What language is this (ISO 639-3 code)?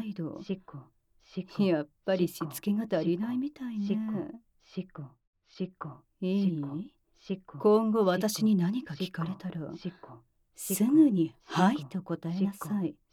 jpn